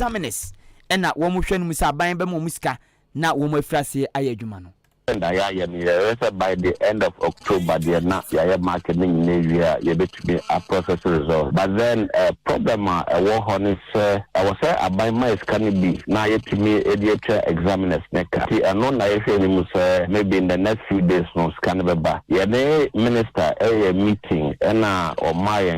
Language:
Akan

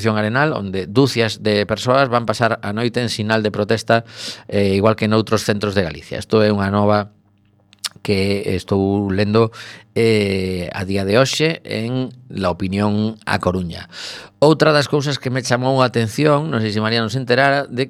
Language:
Galician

